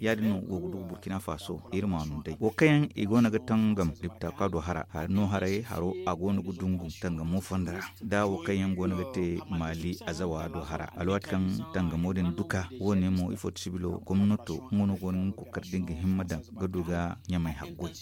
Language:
Zarma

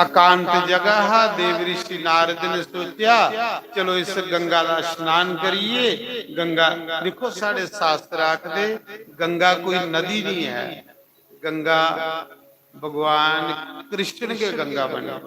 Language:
Dogri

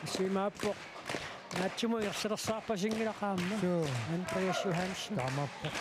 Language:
Kalaallisut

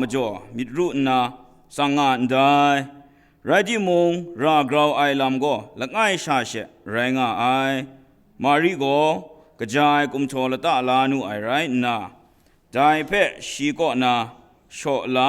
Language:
Kachin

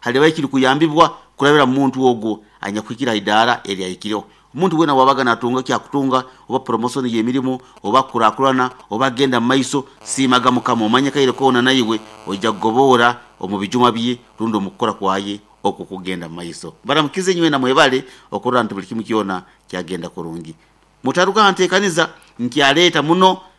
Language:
Nyoro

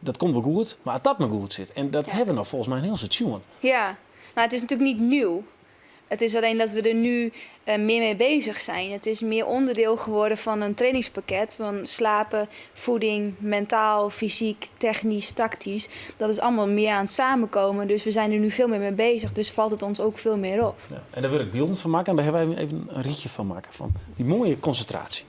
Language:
Western Frisian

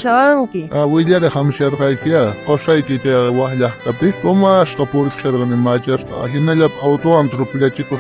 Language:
South Bolivian Quechua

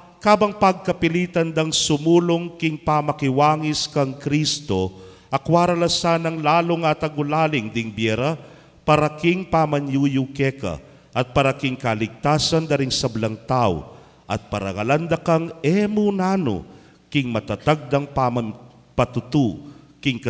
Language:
Pampanga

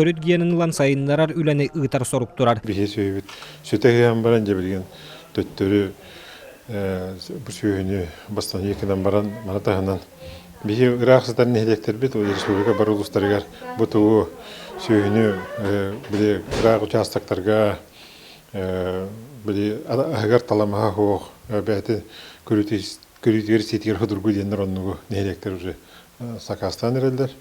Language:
Yakut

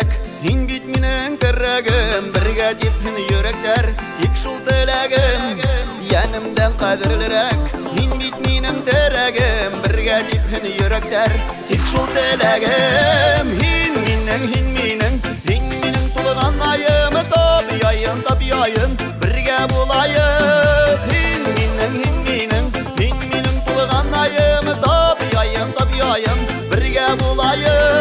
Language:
Bashkir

